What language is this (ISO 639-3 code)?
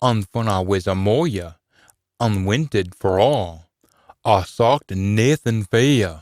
sco